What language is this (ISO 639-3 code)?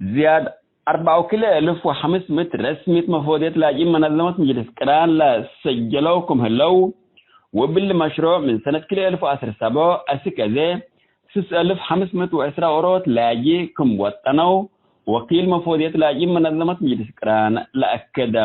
tig